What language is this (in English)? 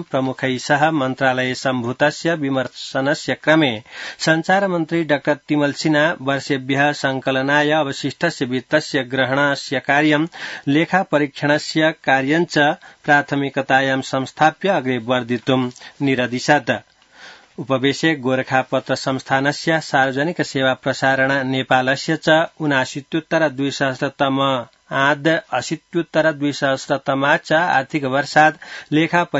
Sanskrit